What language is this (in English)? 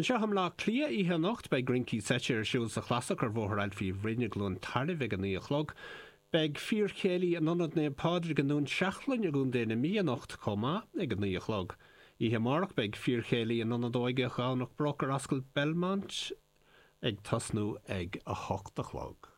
Irish